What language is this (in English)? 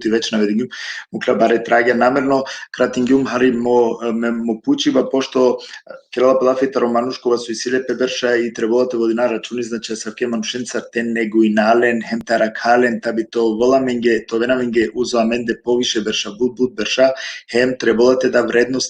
Balkan Romani